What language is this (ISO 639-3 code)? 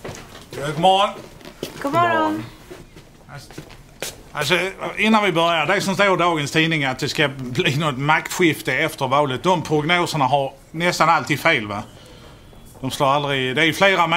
swe